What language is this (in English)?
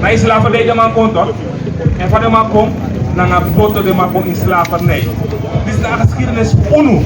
Sranan Tongo